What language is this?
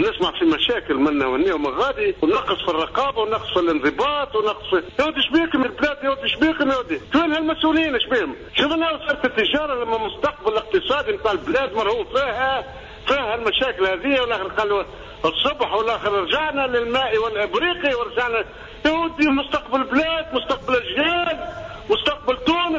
Tunisian Arabic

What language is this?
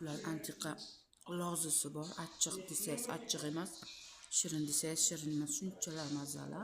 Uzbek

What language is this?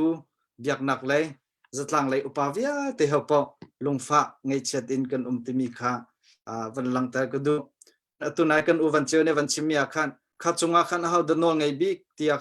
Hakha Chin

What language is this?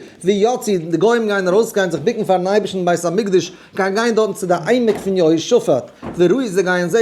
Yiddish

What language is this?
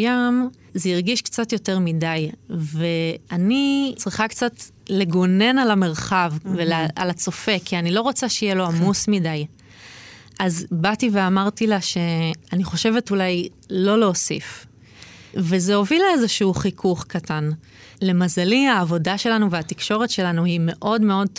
Hebrew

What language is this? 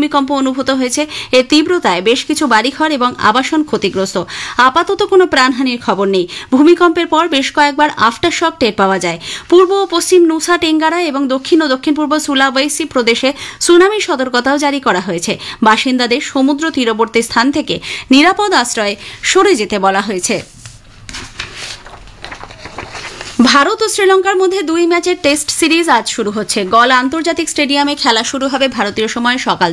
Bangla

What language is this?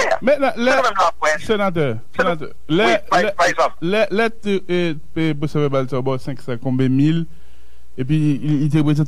Haitian Creole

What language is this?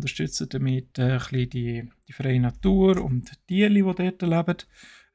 Swiss German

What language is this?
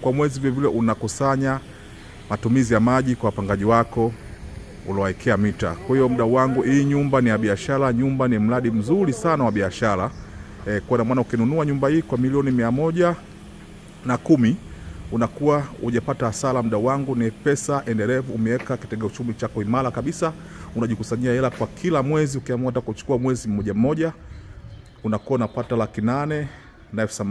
Swahili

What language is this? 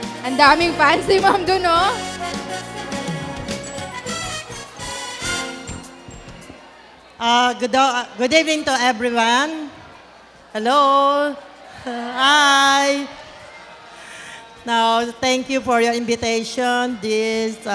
Filipino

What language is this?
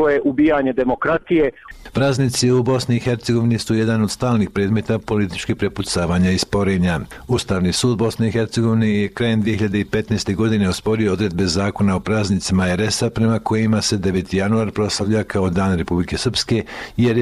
Bosnian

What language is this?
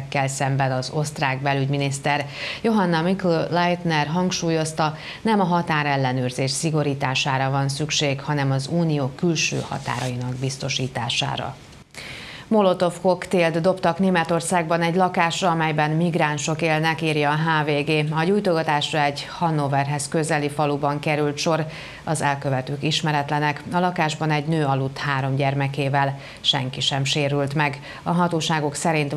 Hungarian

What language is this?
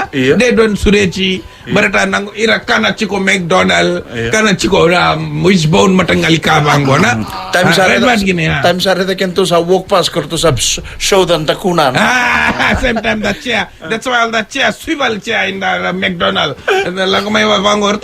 Fijian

